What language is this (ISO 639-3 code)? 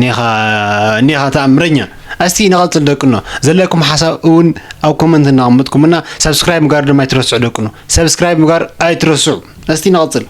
tir